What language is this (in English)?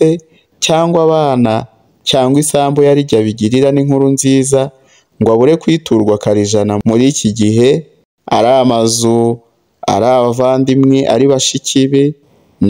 Kinyarwanda